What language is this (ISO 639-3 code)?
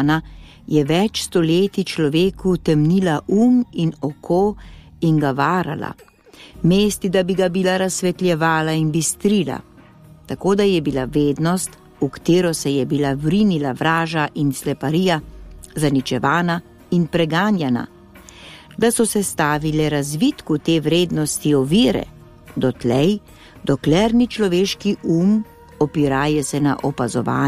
slv